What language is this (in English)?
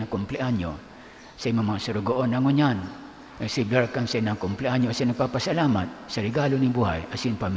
Bikol